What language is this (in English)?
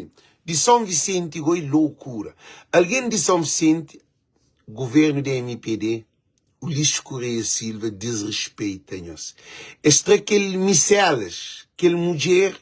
Kabuverdianu